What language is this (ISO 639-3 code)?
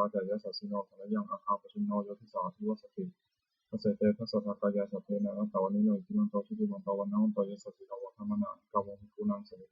pli